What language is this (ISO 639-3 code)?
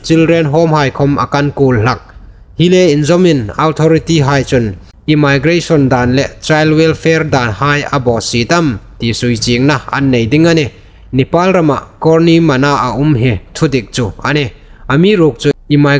hmr